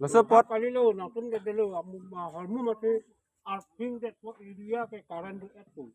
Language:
Karbi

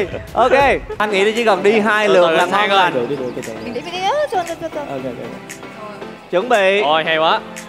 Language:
Vietnamese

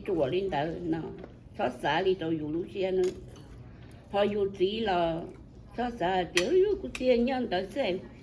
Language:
Hmong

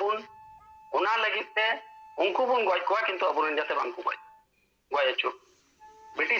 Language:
Santali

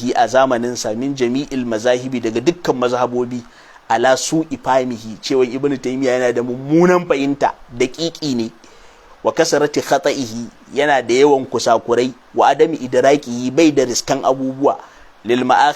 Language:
Hausa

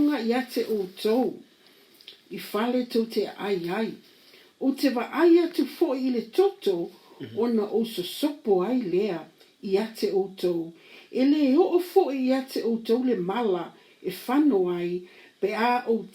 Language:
Samoan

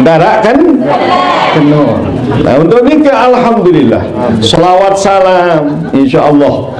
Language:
Sasak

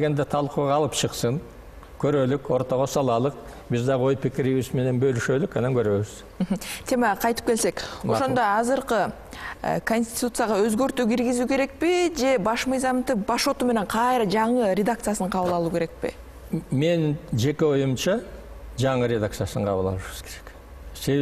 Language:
Kyrgyz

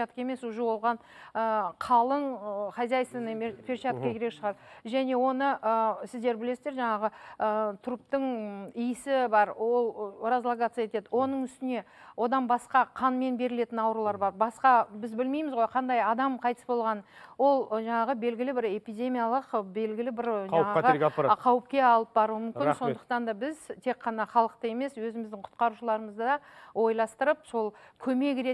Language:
Kazakh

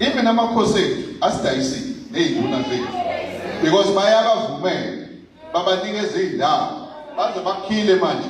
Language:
Zulu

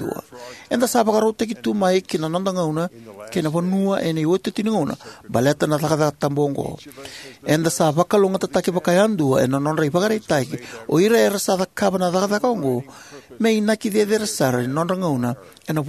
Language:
Fijian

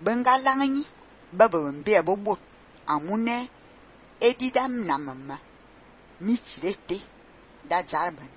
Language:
Fang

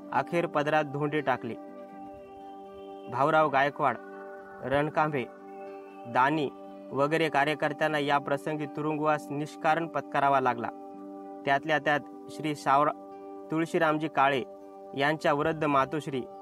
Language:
Marathi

